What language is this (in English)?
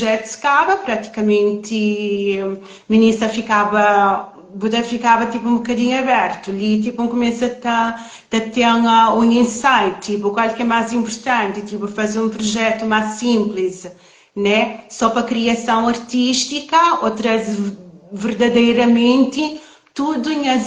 Kabuverdianu